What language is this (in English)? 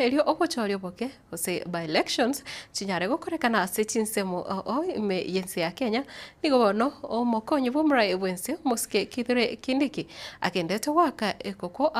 Gusii